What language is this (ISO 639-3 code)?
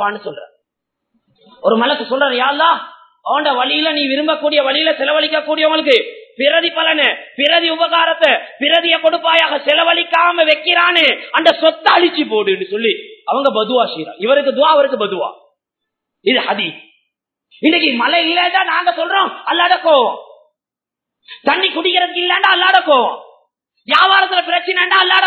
tam